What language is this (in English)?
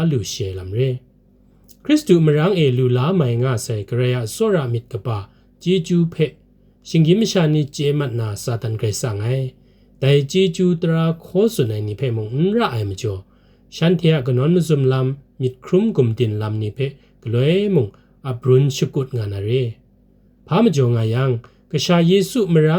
Kachin